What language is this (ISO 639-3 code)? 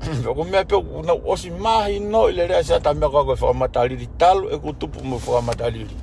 ton